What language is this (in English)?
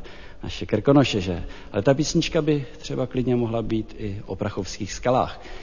Czech